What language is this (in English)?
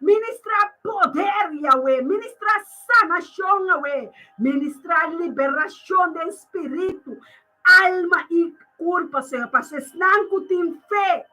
Papiamento